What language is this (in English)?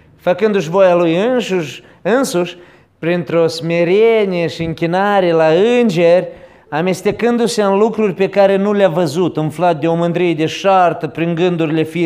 Romanian